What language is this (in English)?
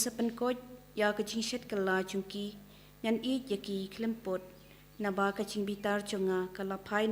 Khasi